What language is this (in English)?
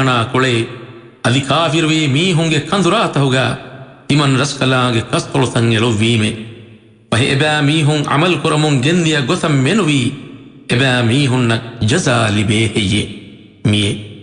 Divehi